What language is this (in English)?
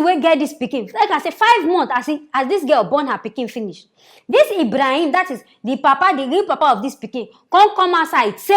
Nigerian Pidgin